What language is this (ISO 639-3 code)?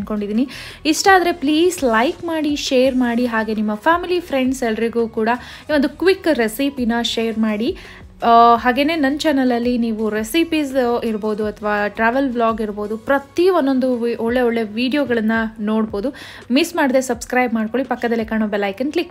kan